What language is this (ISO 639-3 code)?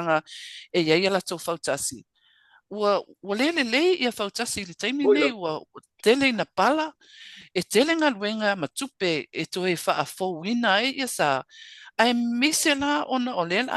smo